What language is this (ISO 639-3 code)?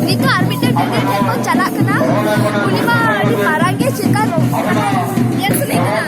sat